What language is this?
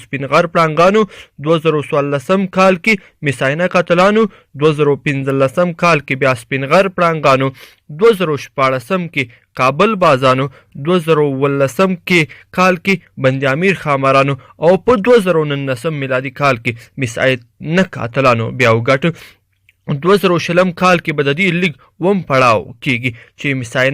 Pashto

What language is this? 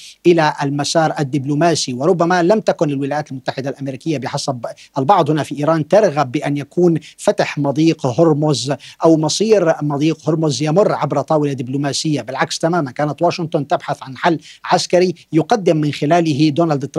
Arabic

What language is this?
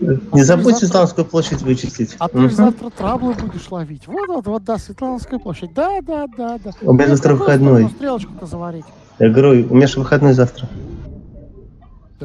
Russian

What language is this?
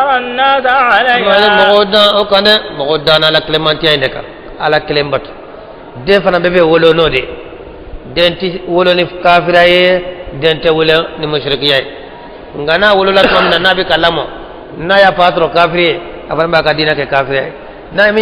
Bambara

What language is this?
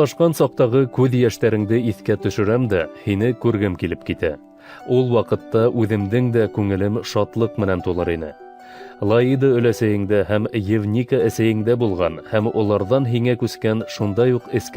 Bashkir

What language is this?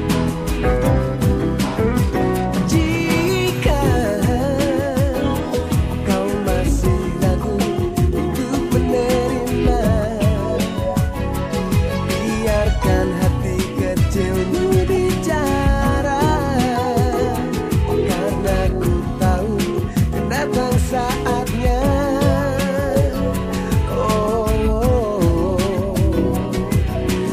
Indonesian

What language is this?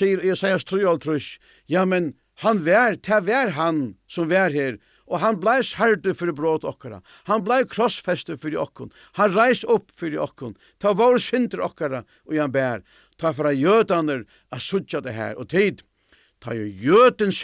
Faroese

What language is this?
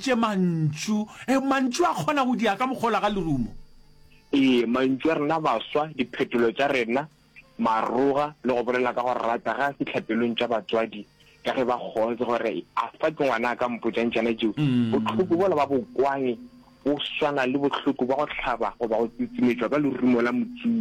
Northern Sotho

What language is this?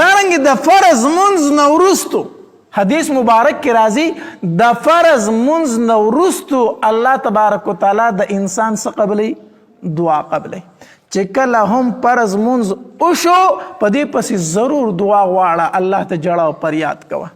Pashto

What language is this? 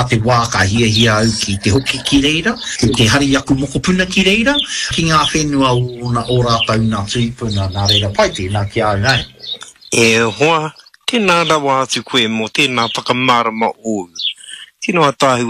Māori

